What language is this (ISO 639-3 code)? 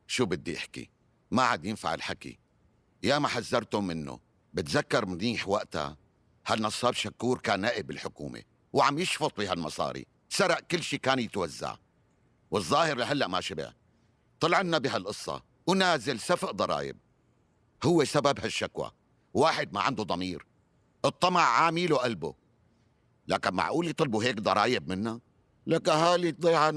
apc